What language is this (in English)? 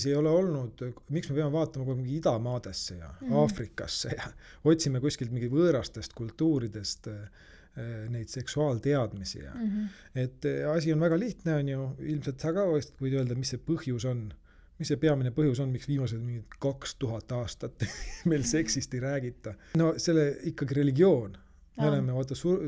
Estonian